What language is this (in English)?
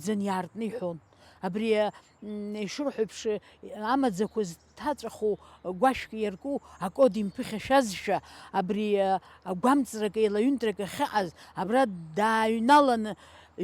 Abkhazian